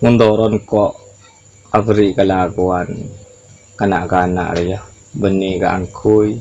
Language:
Madurese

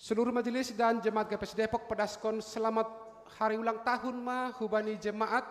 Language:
Batak Simalungun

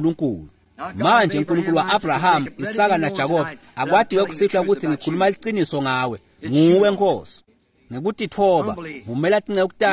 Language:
Swati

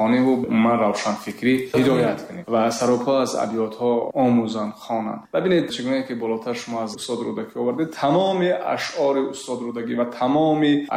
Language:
Tajik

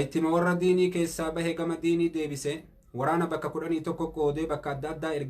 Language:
Oromo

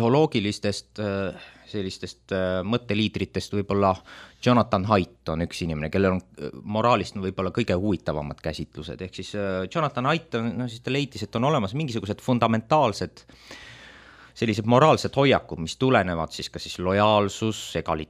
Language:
Estonian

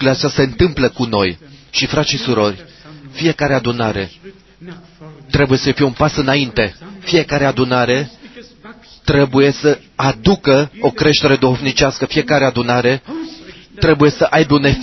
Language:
Romanian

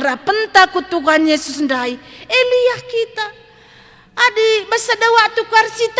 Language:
Batak Karo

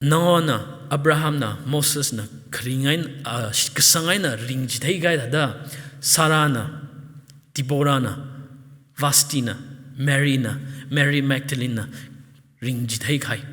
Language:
Tangkhul Naga (India)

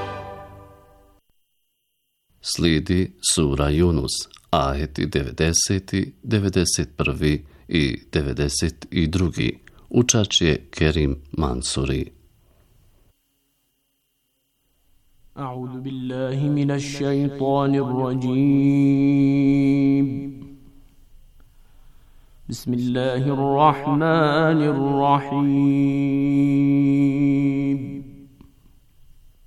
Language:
Bosnian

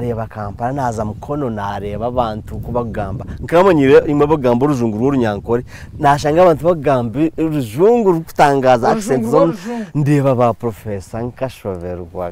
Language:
Nyankole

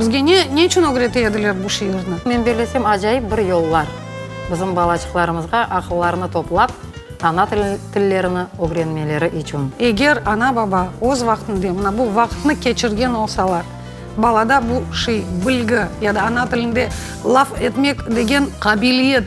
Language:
Crimean Tatar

